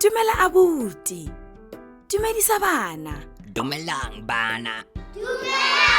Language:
Tswana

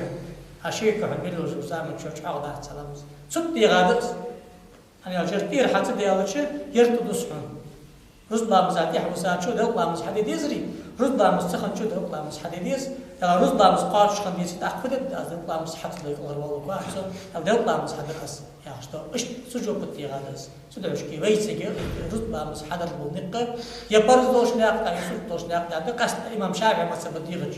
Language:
Ingush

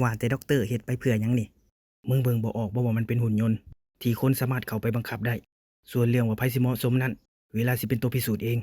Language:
Lao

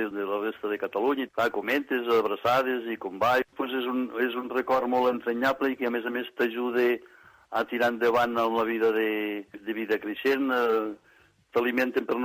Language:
Catalan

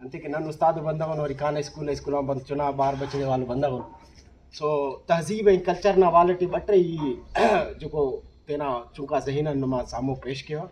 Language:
Brahui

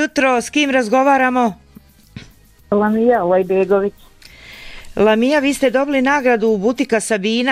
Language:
Bosnian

